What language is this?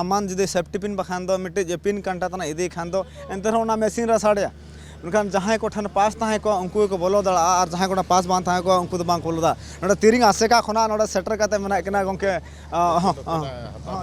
Santali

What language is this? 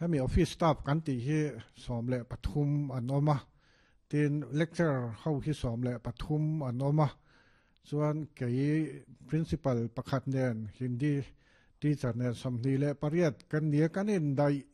Mizo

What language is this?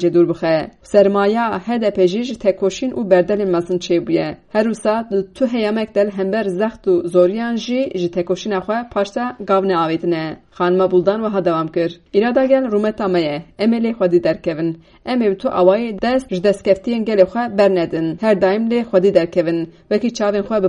Kurdish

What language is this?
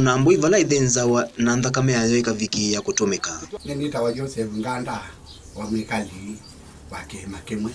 Kamba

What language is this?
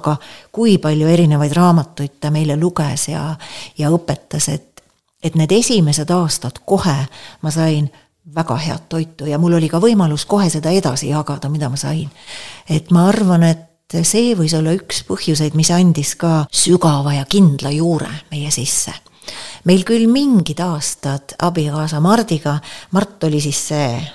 Estonian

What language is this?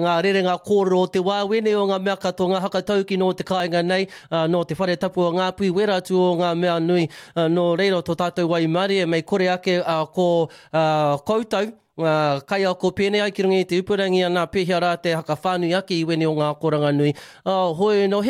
Māori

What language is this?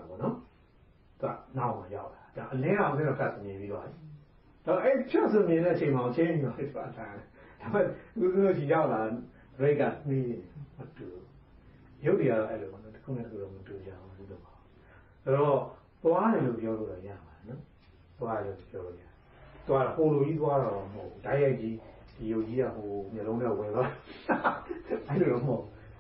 Burmese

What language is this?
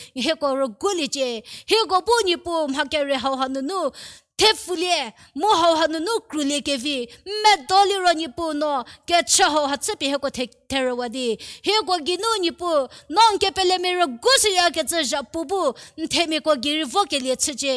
Angami Naga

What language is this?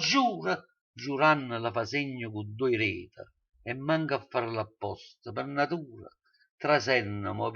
Neapolitan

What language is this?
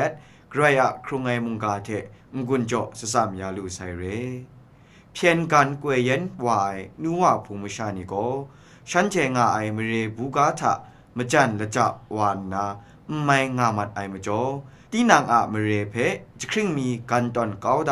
Kachin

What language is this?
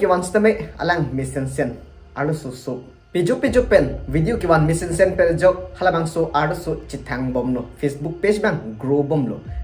Karbi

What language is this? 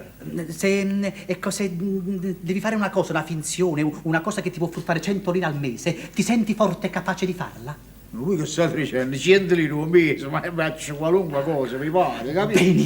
Neapolitan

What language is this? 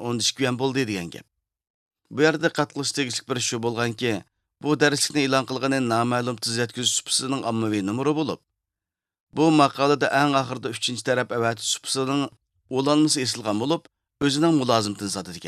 Uyghur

